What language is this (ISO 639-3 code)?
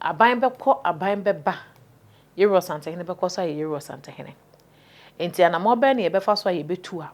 aka